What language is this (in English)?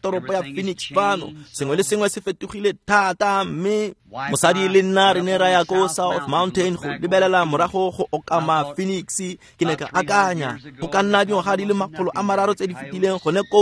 Tswana